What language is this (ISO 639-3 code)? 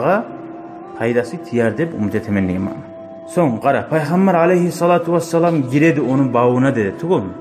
kum